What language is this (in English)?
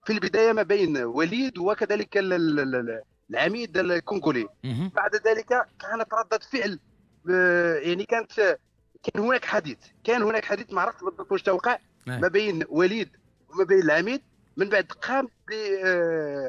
Tunisian Arabic